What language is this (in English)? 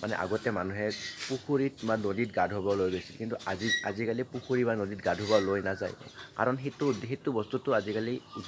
Assamese